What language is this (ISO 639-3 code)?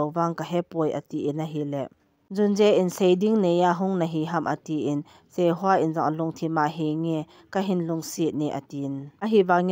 tcz